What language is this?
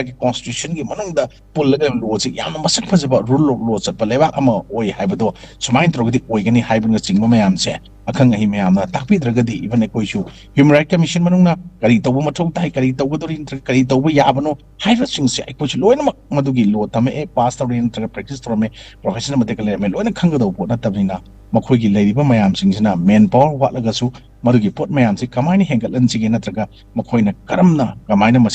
Manipuri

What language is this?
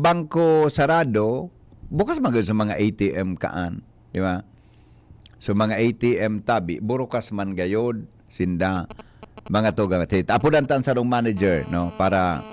Bikol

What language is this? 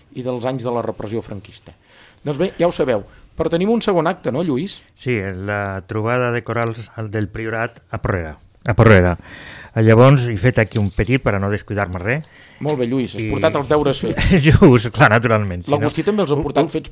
Catalan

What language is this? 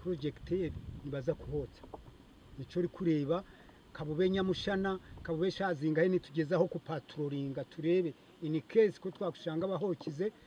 Nyankole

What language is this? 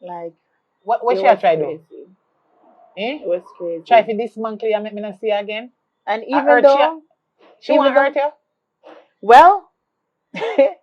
Jamaican Creole English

